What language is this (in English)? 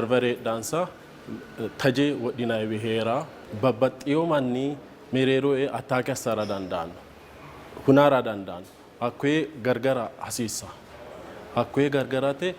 Sidamo